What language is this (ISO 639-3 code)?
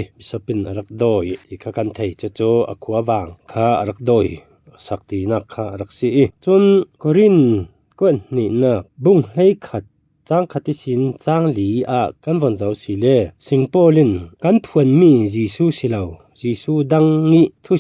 cfm